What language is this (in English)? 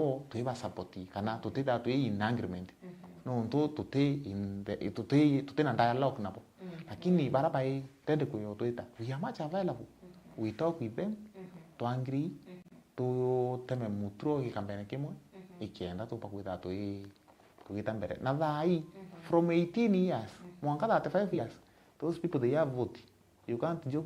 Meru